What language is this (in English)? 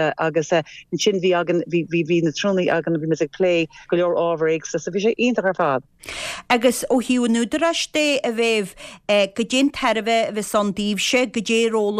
Irish